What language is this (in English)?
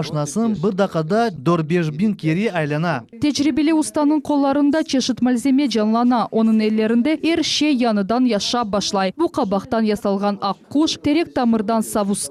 Crimean Tatar